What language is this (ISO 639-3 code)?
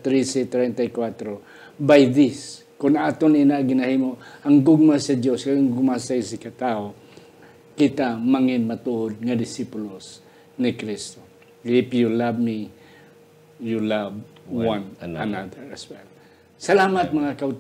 hil